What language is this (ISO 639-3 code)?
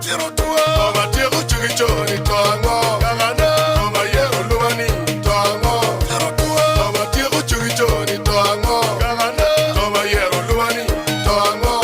ach